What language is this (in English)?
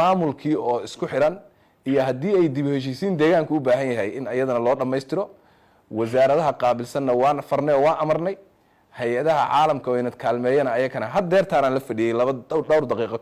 Somali